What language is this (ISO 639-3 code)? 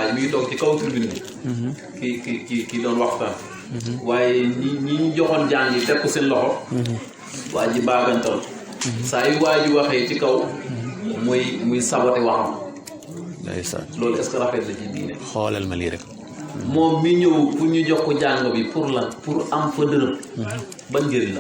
wol